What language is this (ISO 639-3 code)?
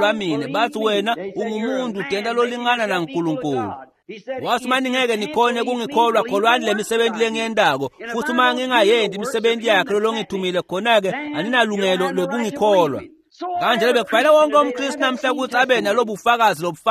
ssw